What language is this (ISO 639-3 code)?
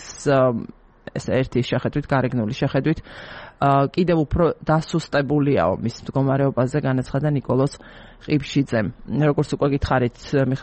kat